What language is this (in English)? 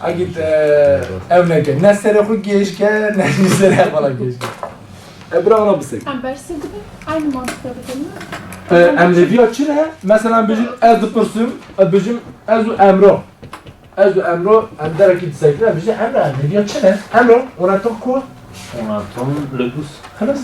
Kurdish